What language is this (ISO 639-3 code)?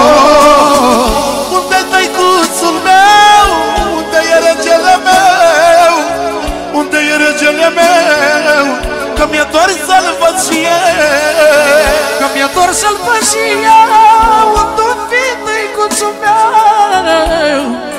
ron